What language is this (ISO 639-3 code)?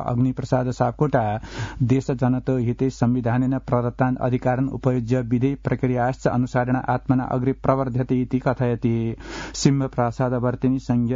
san